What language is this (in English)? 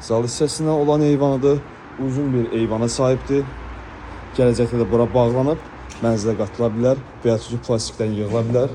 Azerbaijani